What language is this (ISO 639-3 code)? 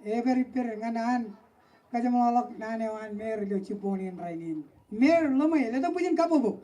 mah